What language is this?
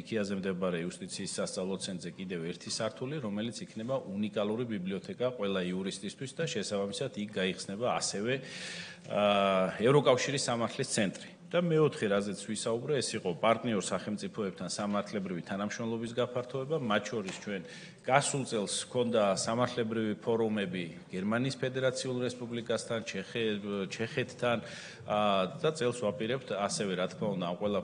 Georgian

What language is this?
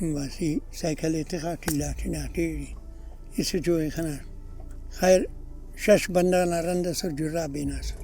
Brahui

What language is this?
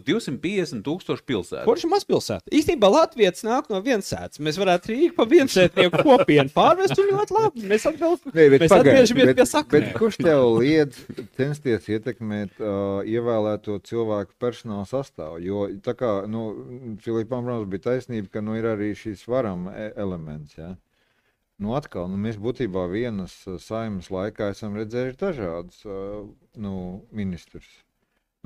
Latvian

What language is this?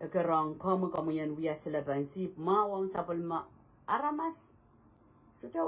Pohnpeian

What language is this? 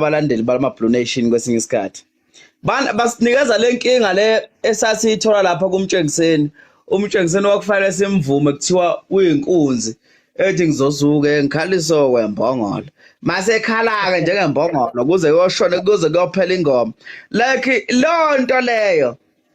Zulu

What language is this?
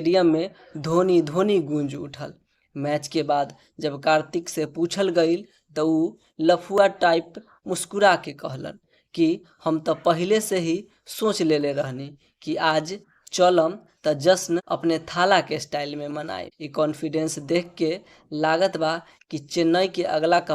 Bhojpuri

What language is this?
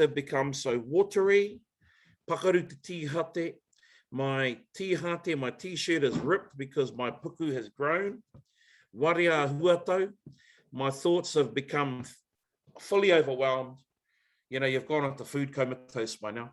Māori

